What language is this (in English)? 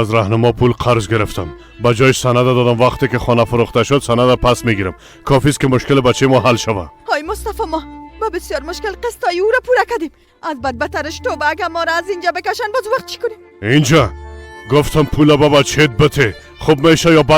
Persian